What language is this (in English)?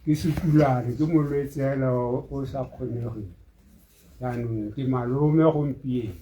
Tswana